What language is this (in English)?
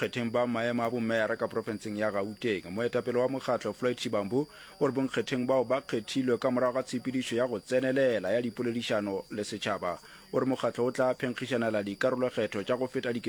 Northern Sotho